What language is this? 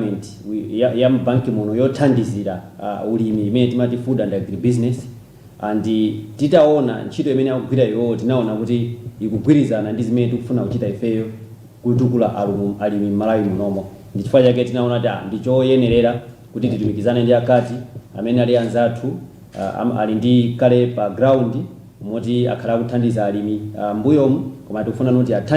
Nyanja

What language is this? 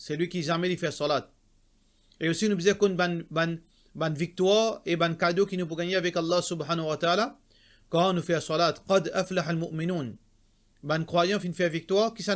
Morisyen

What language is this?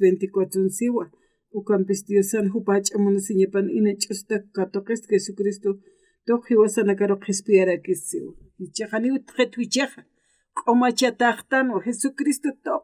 Aymara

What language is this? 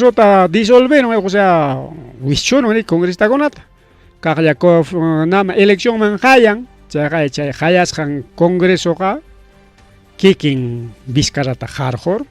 Ayacucho Quechua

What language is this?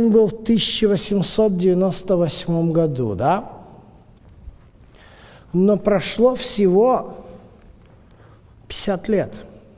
Russian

